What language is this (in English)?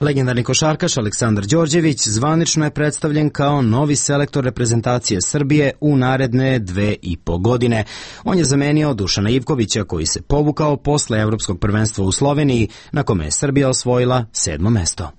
Serbian